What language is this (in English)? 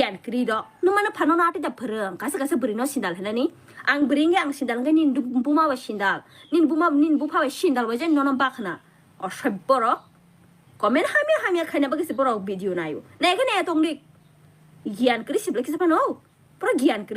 Kok Borok